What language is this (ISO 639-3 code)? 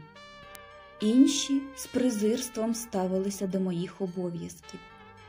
ukr